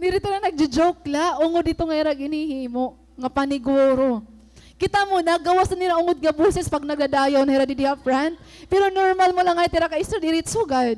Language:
Waray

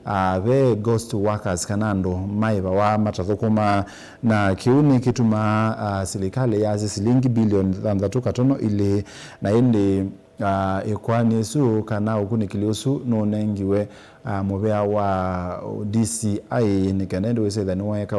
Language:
Kamba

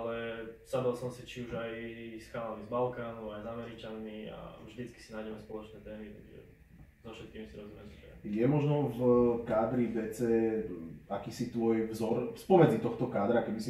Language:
Slovak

